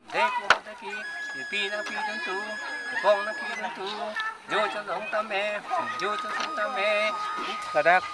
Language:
Karbi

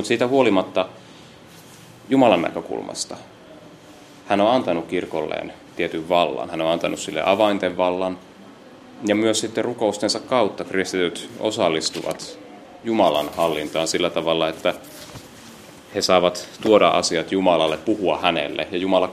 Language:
Finnish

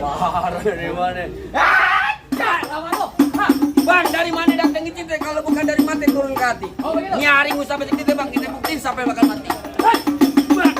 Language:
Betawi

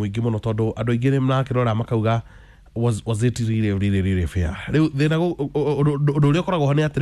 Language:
Kikuyu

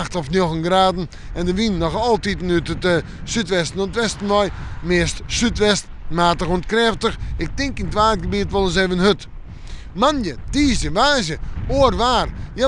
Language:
Western Frisian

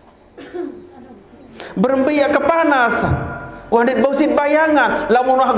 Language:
Sasak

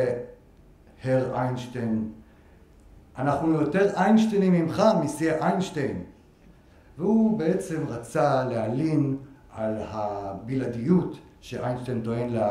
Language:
Hebrew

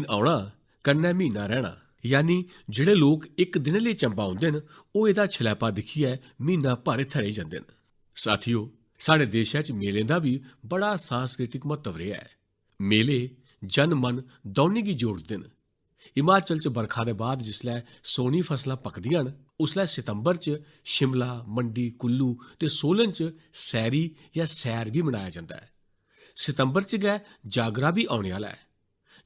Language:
Dogri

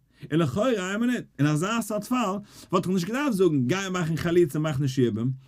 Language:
Yiddish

